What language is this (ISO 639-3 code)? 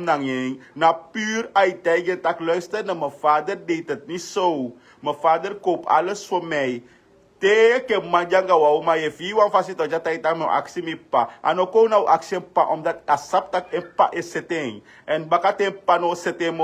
srn